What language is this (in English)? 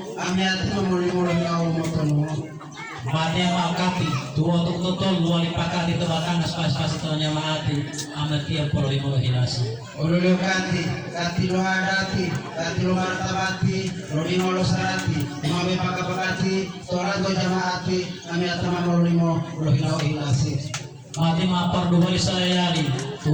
Gorontalo